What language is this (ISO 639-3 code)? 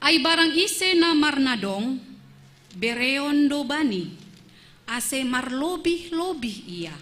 bts